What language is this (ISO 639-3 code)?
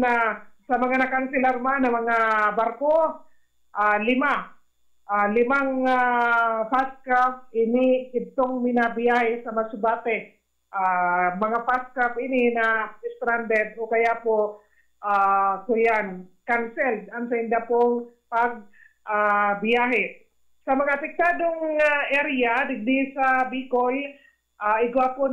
bik